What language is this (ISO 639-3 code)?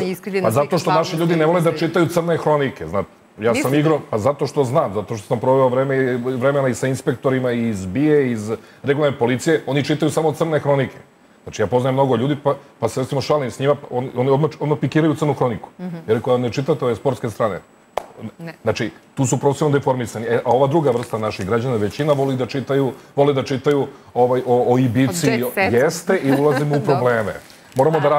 srp